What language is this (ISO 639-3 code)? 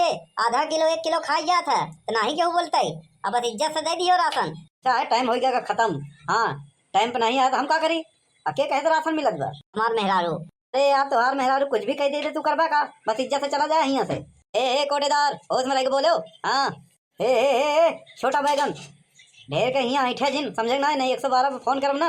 awa